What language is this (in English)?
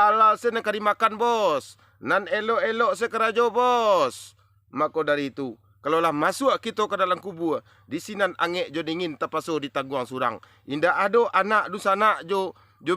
Minangkabau